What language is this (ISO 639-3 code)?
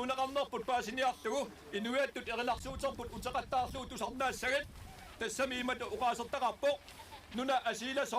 kal